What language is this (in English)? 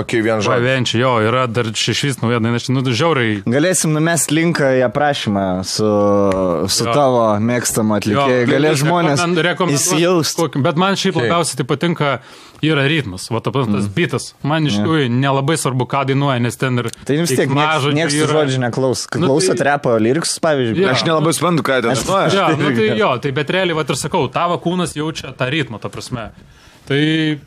Lithuanian